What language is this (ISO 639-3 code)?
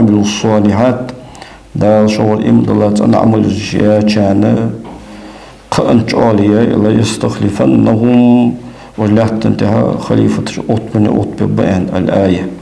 inh